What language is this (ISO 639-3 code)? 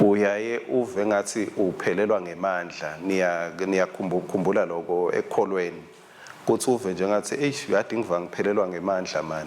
ssw